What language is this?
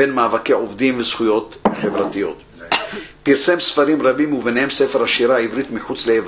Hebrew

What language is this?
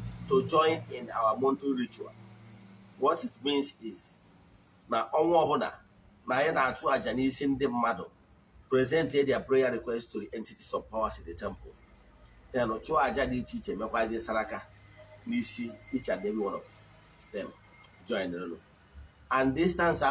Igbo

